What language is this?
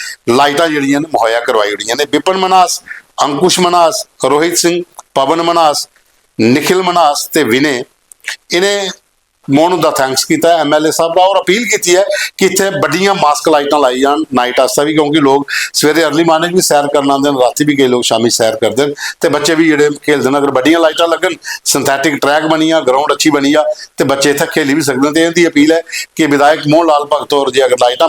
Dogri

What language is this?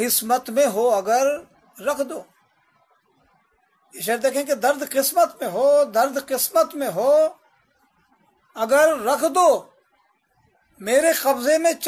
Hindi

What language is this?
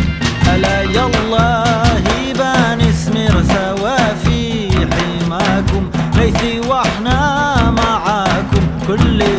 Hebrew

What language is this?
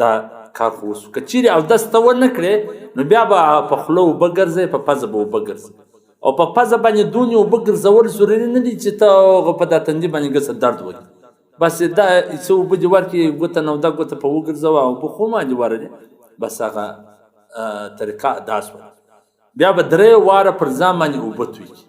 Pashto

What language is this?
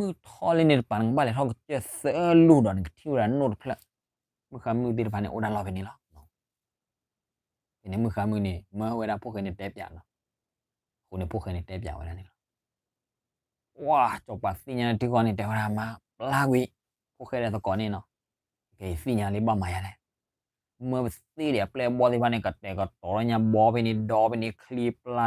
S'gaw Karen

